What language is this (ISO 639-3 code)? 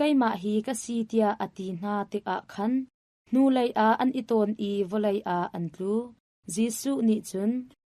cnh